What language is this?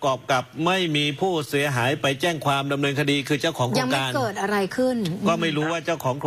Thai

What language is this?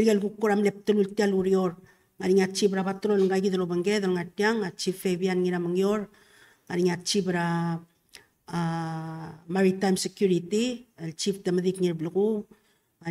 Palauan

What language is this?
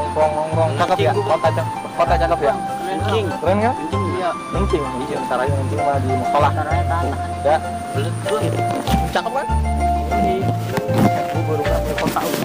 Betawi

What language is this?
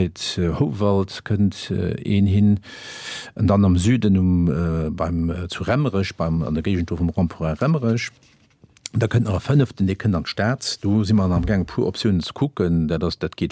Luxembourgish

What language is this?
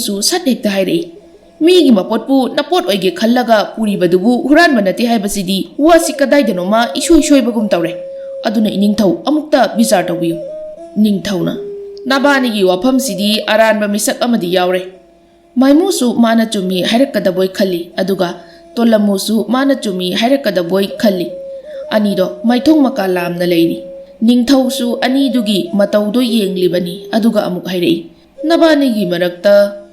Manipuri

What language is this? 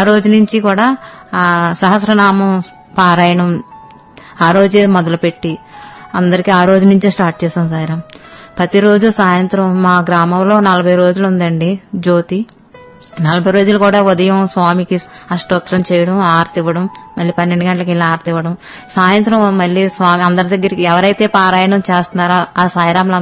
Telugu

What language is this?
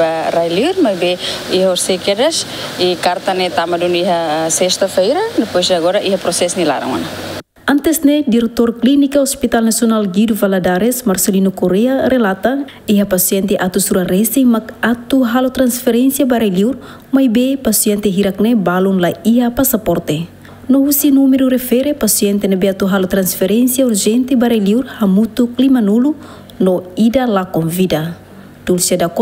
Tetum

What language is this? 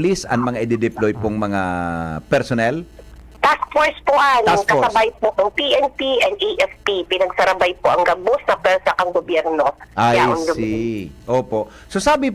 Bikol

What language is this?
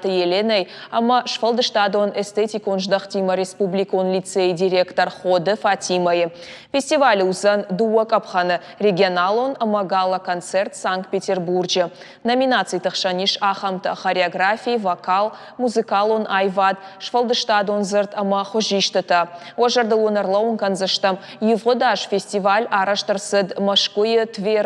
Ossetic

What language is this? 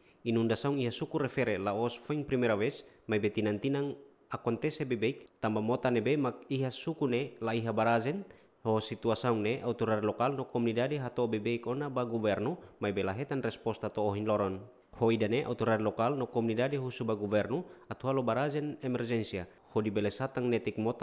Tetum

